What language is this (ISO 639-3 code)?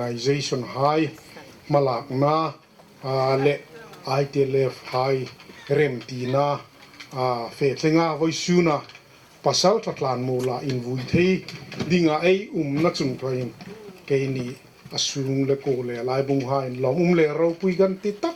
hmr